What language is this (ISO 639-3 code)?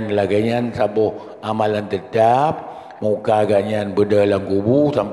ace